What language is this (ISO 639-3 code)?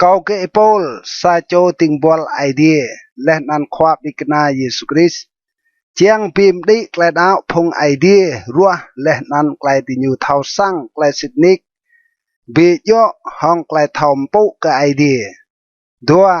rad